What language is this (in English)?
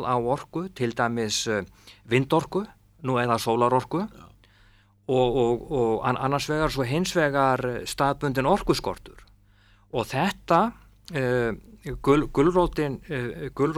Icelandic